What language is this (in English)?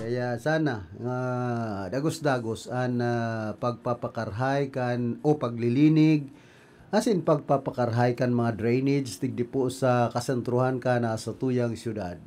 Bikol